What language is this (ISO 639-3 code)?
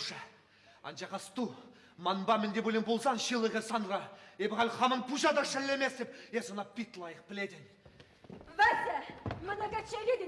chv